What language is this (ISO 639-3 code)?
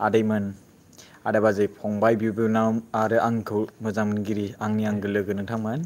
brx